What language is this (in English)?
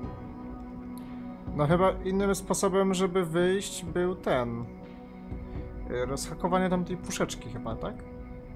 Polish